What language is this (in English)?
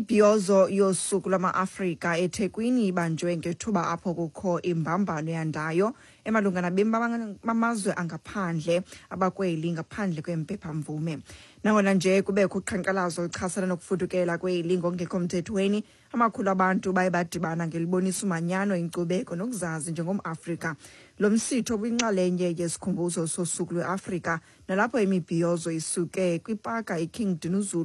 Xhosa